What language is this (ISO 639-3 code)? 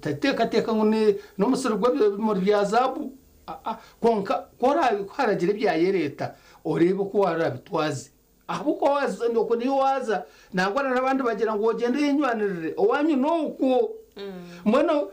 nyn